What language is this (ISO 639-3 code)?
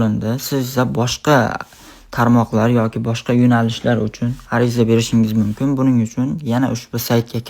uzb